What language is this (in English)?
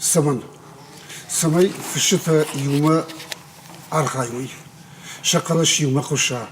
Ossetic